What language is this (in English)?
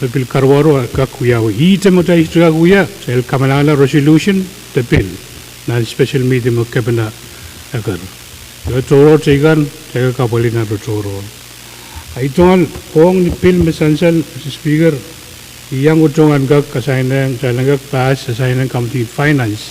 Pohnpeian